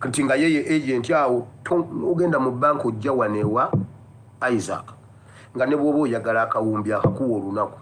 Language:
Ganda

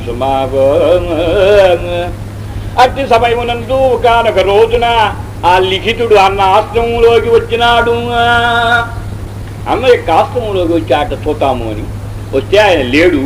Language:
Telugu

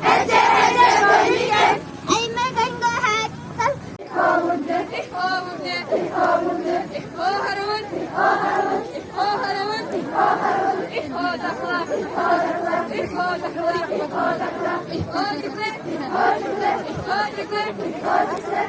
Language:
Yakut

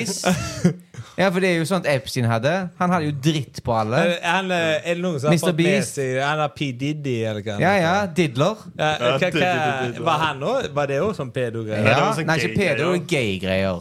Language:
Norwegian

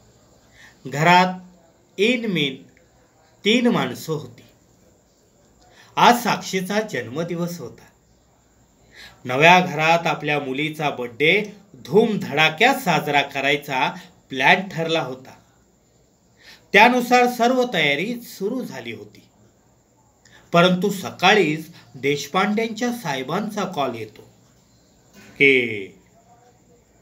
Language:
Marathi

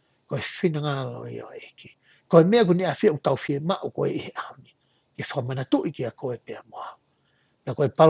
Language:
Tongan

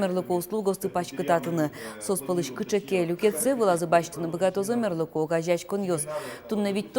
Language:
Udmurt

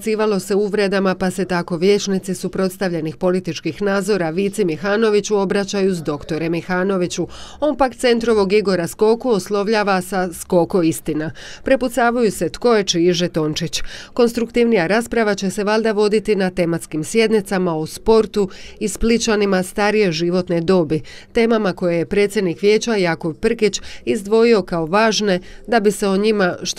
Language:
Croatian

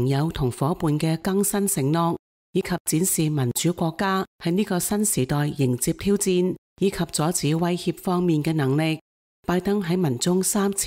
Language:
Cantonese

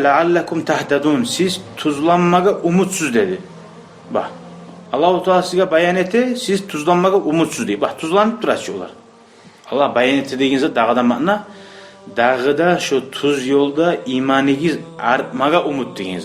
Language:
Kumyk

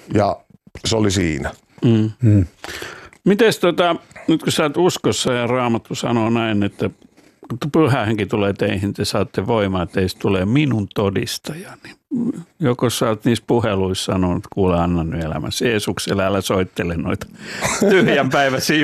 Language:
Finnish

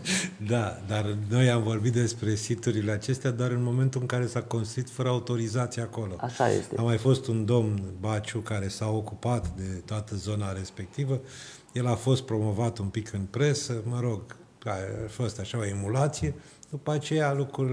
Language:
Romanian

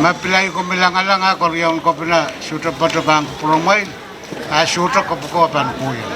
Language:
Pohnpeian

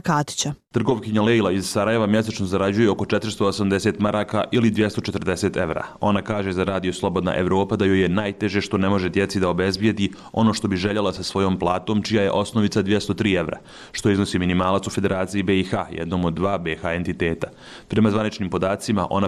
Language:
Bosnian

